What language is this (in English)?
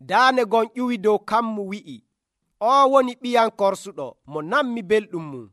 Nigerian Fulfulde